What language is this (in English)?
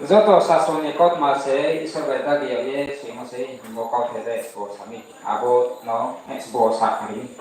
Riang (India)